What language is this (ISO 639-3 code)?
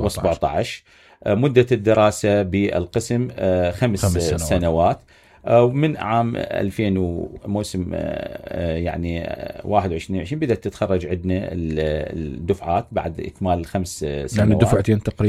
acm